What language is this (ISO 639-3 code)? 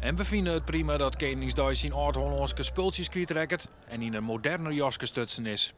fry